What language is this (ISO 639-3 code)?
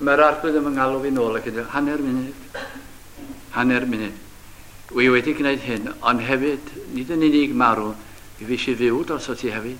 cym